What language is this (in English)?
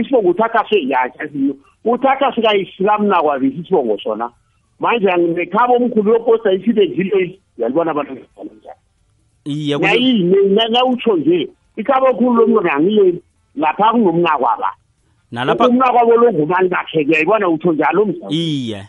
South Ndebele